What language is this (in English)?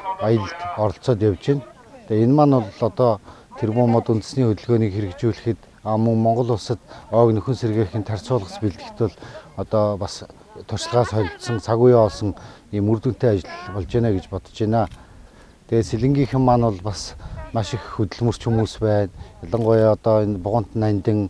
Mongolian